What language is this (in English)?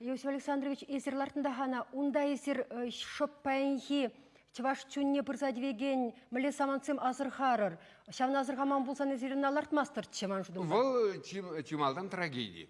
Chuvash